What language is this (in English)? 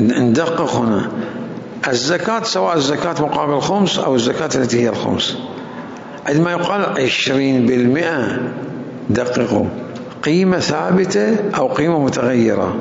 Mesopotamian Arabic